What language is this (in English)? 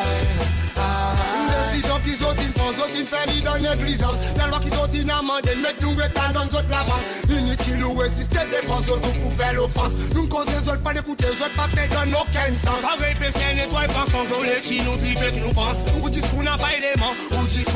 Seselwa Creole French